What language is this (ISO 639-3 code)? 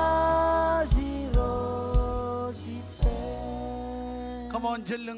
mah